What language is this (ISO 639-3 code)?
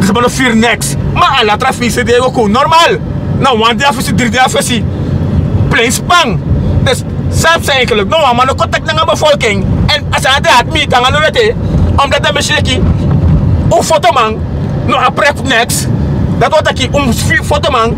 srn